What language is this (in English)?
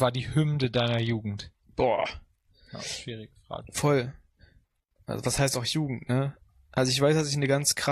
German